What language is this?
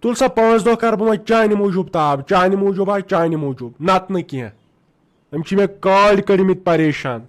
Kashmiri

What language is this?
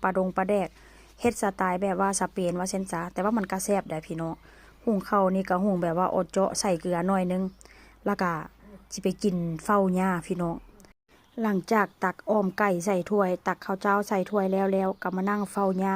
Northeastern Thai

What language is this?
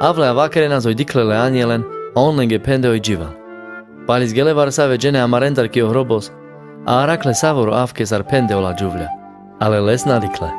Carpathian Romani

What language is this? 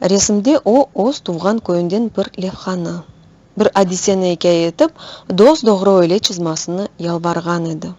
Crimean Tatar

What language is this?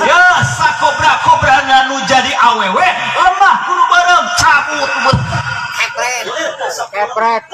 Sundanese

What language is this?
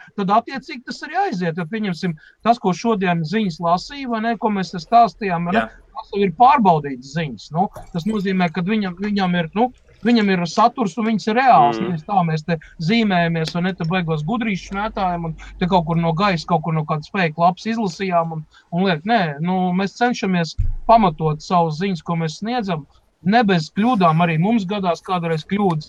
Latvian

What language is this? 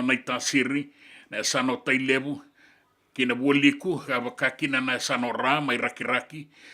Fijian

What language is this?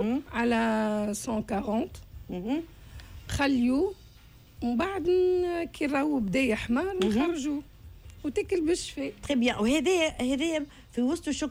Tunisian Arabic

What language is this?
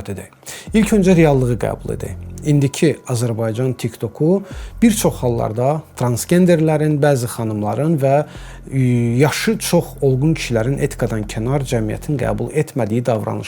Azerbaijani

